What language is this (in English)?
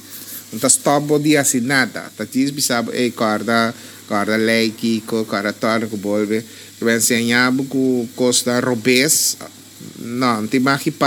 Papiamento